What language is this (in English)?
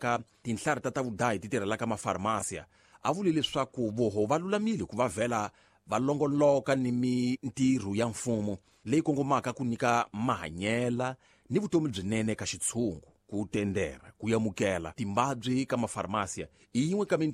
Tsonga